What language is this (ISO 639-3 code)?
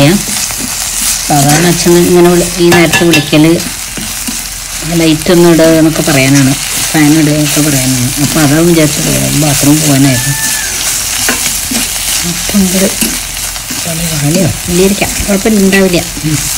mal